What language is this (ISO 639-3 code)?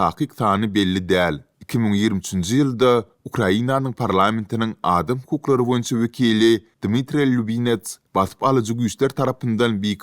tuk